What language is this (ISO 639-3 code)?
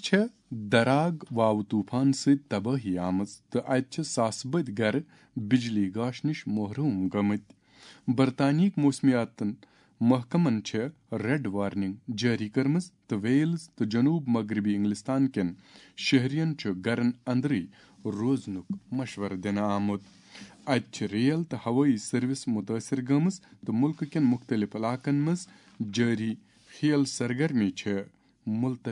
kas